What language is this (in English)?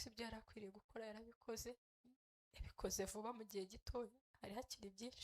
Kinyarwanda